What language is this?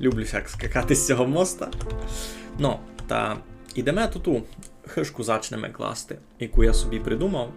Rusyn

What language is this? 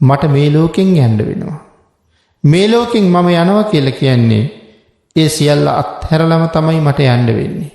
Sinhala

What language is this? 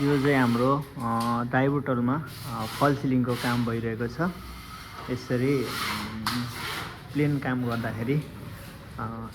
Nepali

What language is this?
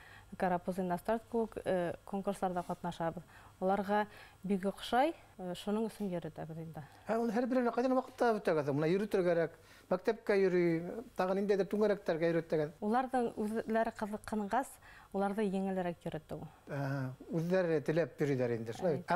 Bashkir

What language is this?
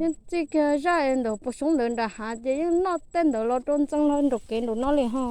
Hmong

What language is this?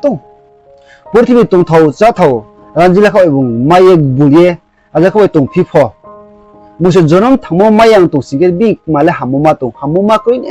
Riang (India)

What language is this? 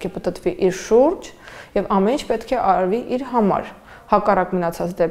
Armenian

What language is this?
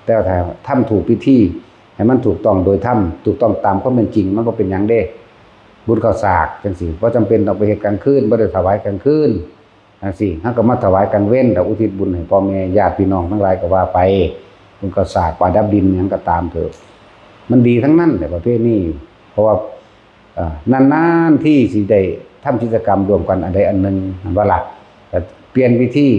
Lao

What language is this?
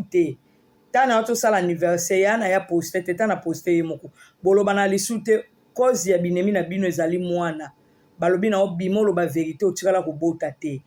Lingala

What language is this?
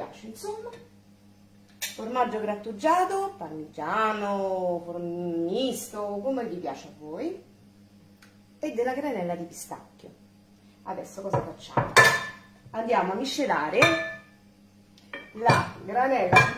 Italian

